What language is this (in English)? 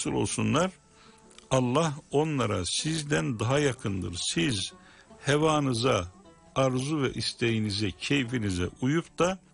Turkish